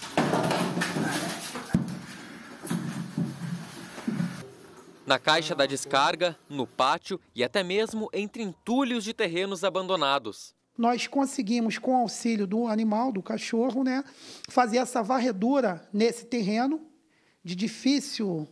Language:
Portuguese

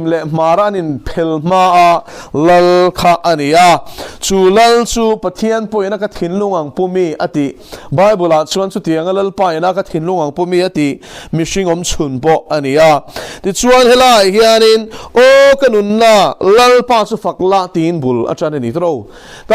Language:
Mizo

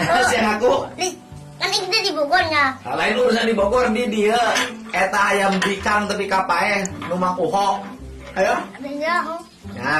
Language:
Sundanese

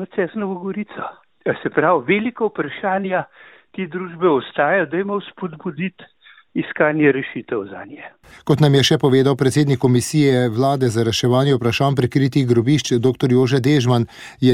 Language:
Slovenian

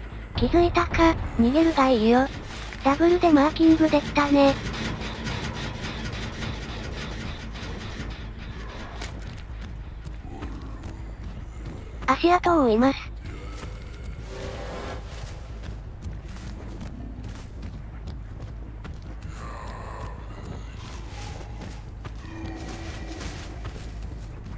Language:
Japanese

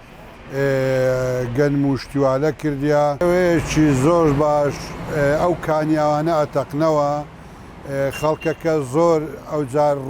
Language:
Central Kurdish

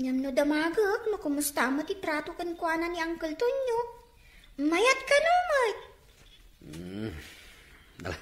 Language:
Iloko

